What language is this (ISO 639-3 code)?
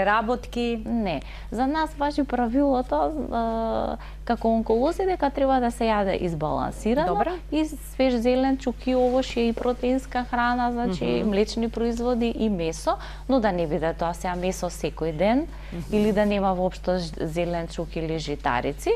mkd